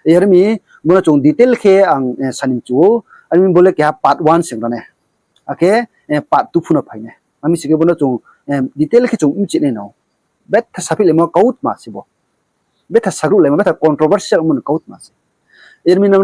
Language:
Riang (India)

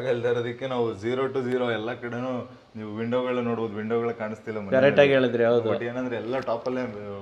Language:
Kannada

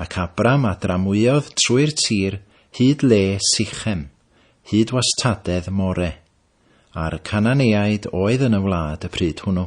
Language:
Welsh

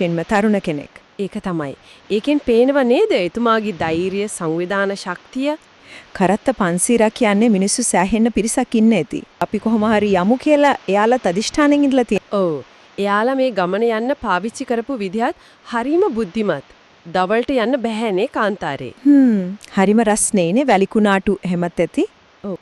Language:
Sinhala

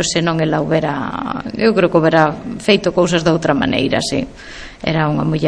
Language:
Galician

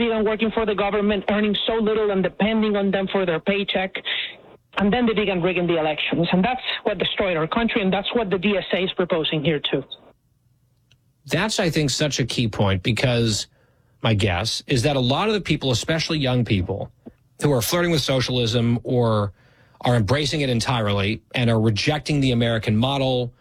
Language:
English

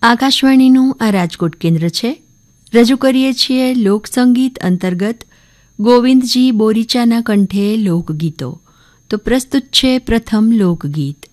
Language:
Gujarati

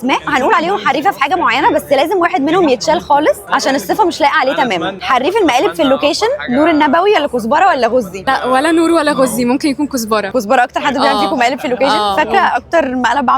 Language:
Egyptian Arabic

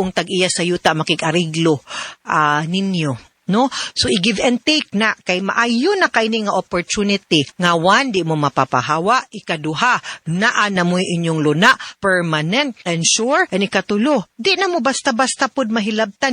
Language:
Cebuano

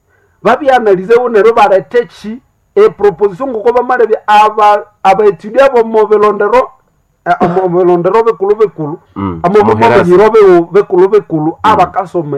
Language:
Nande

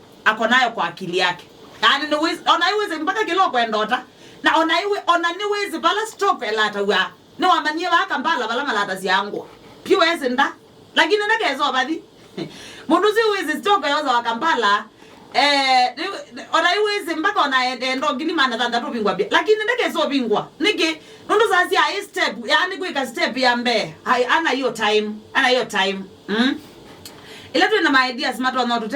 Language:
Kamba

